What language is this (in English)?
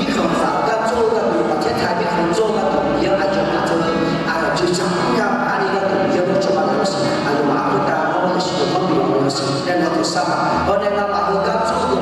Akha